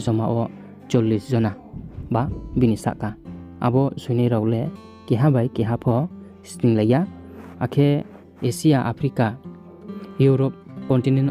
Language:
Riang (India)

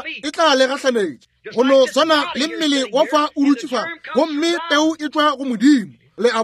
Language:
Northern Sotho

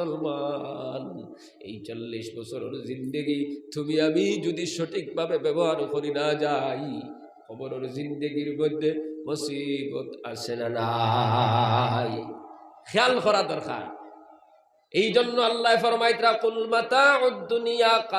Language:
Sylheti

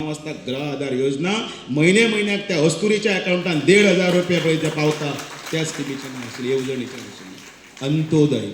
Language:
Konkani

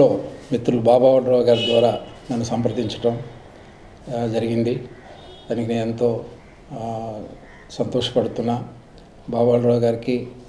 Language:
Telugu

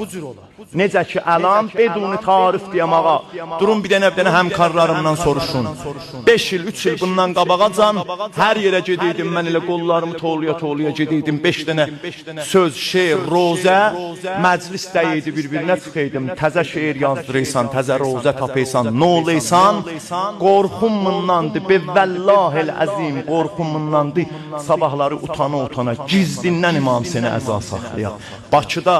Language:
South Azerbaijani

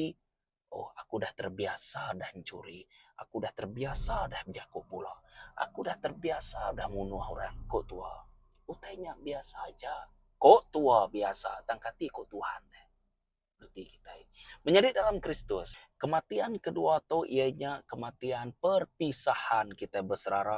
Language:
Iban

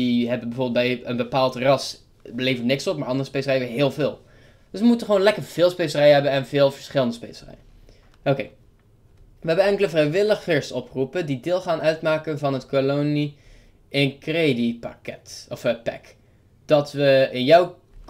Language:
Dutch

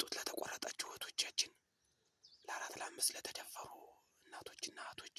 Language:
Amharic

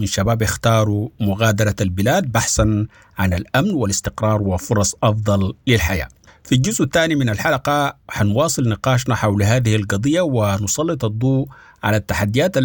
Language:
Sudanese Arabic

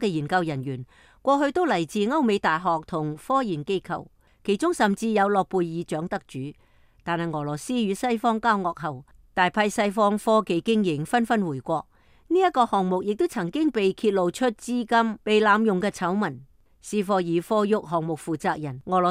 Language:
Cantonese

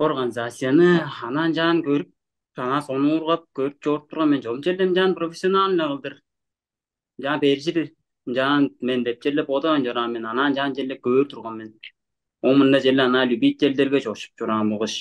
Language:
Tuvinian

